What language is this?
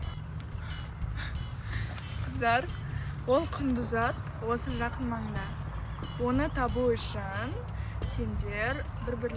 Kazakh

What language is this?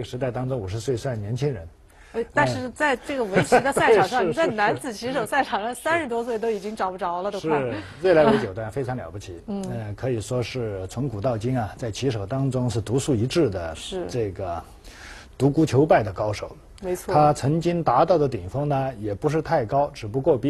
Chinese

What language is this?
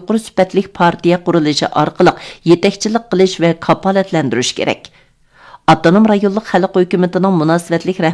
Uyghur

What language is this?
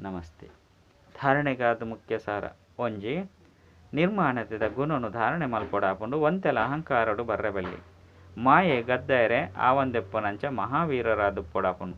Tulu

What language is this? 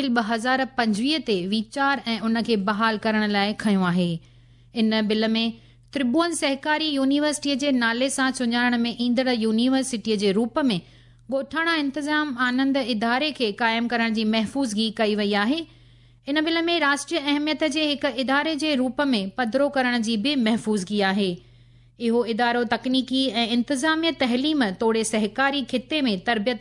Sindhi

